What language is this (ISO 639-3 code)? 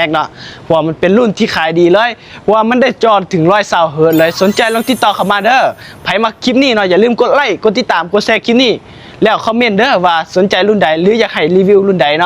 lao